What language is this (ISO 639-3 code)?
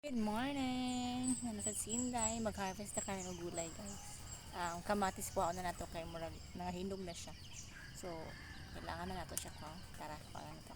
ceb